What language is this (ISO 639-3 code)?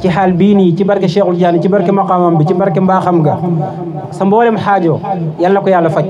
wol